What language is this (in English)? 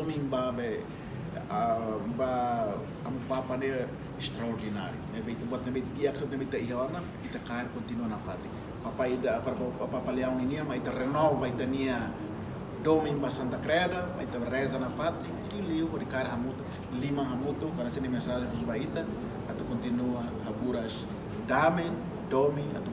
Tetum